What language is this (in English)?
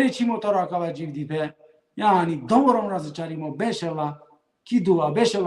Balkan Romani